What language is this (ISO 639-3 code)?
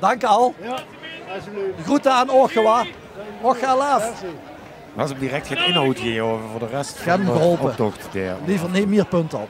lim